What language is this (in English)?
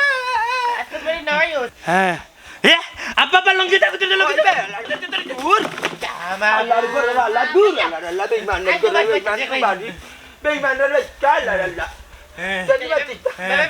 Sylheti